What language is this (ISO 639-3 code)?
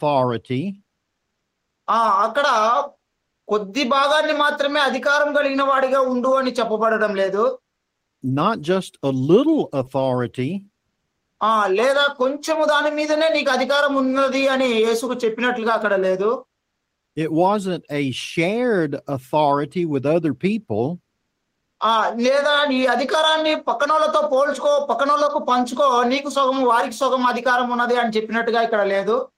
tel